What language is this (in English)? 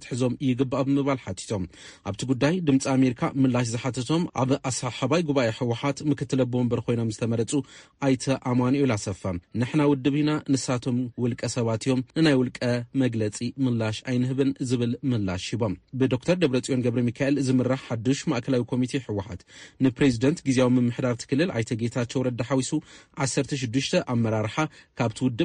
Tigrinya